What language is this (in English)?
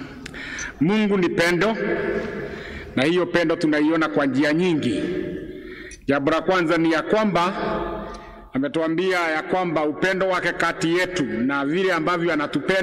Swahili